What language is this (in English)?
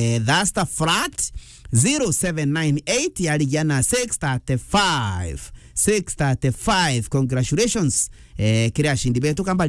Meru